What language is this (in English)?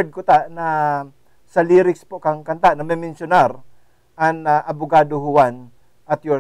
Bikol